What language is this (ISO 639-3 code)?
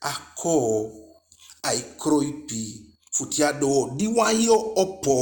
djk